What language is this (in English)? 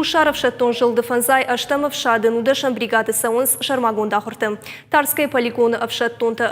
Ossetic